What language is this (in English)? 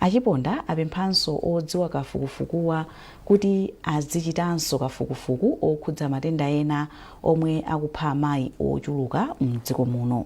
Nyanja